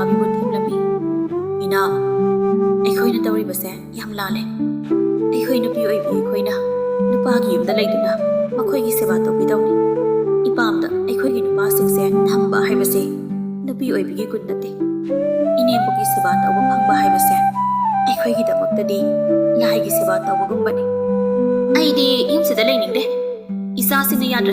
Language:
Manipuri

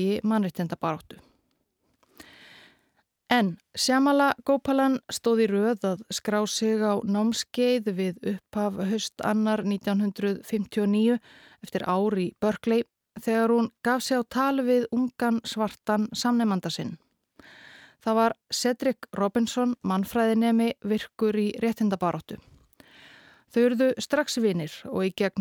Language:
Icelandic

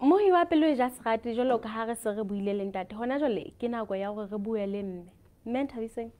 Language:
Southern Sotho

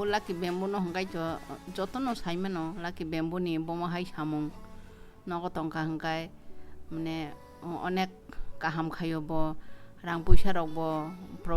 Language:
Kok Borok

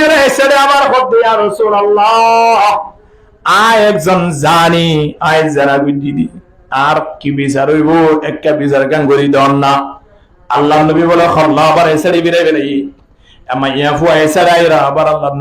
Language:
Rohingya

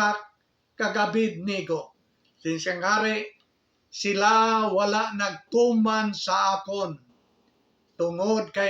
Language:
Hiligaynon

